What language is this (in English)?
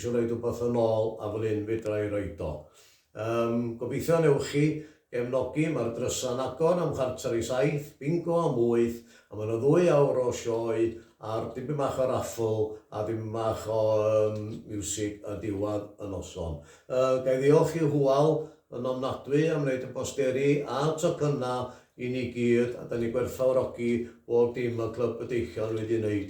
Welsh